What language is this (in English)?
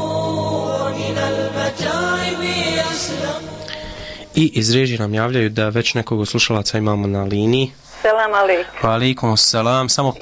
Bosnian